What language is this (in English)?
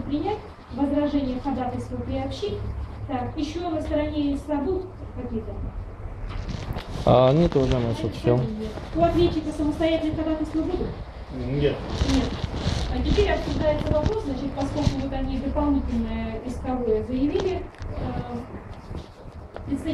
Russian